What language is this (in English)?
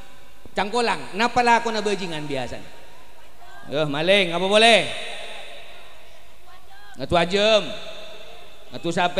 Madurese